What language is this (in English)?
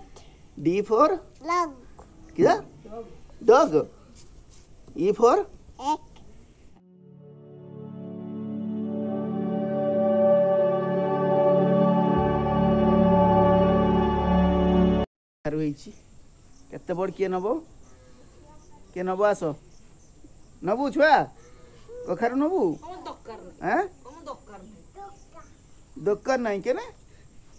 Odia